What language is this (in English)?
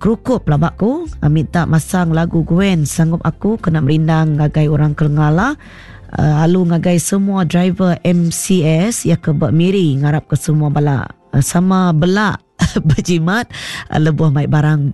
Iban